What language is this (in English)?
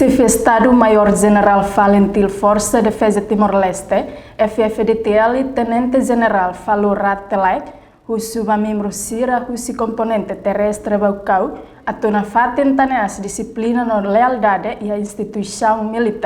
Tetum